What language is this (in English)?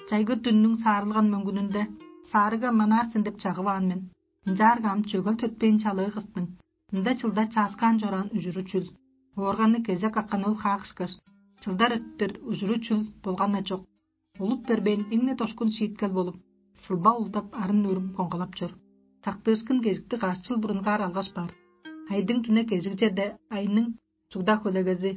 Tuvinian